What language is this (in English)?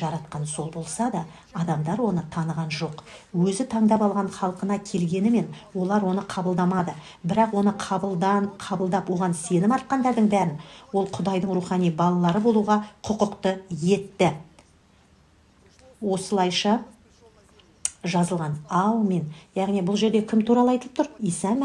Kazakh